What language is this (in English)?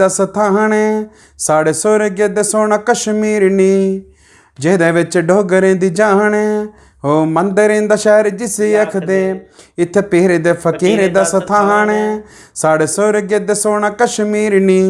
Dogri